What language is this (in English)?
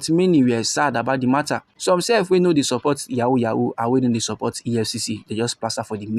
Nigerian Pidgin